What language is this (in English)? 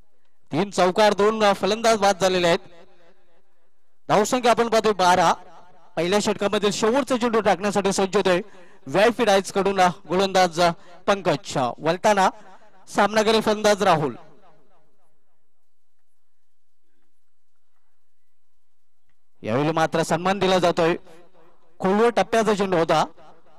Marathi